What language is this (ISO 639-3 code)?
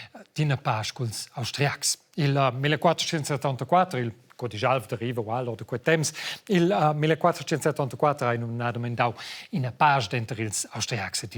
roh